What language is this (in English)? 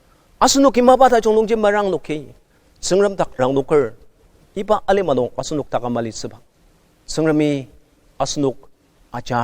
Ao Naga